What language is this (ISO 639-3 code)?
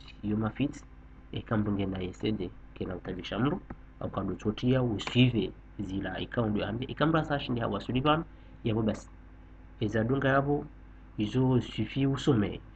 zdj